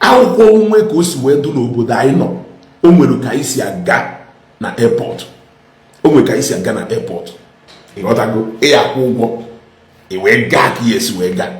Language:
Igbo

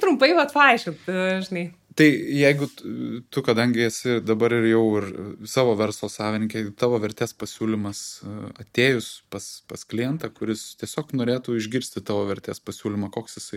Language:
Lithuanian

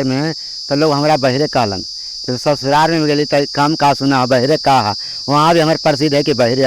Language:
Magahi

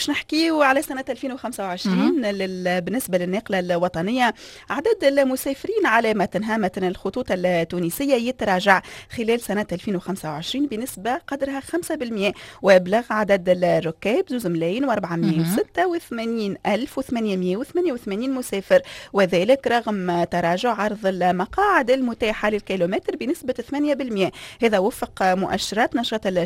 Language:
Tunisian Arabic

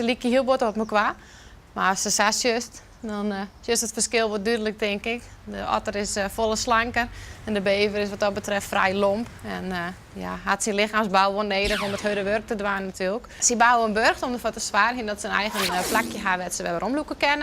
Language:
Western Frisian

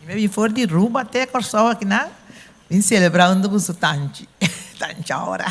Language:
Papiamento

